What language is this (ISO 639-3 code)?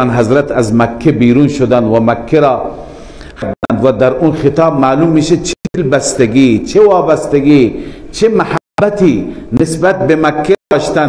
fas